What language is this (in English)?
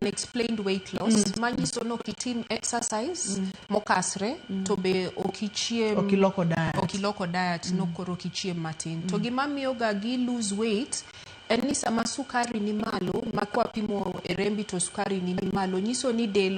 Luo (Kenya and Tanzania)